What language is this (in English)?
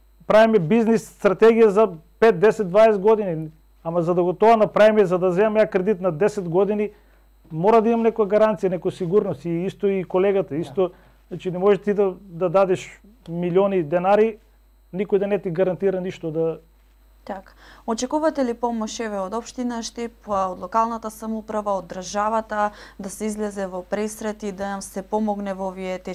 Macedonian